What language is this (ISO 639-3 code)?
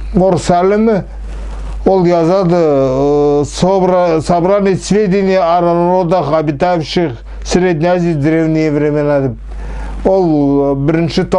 nog